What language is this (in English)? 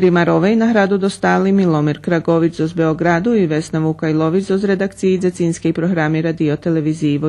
Rusyn